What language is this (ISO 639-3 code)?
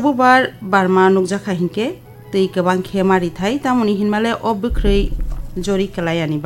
trp